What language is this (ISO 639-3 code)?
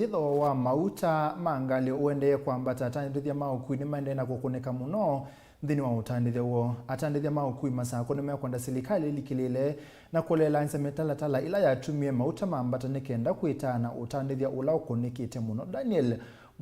kam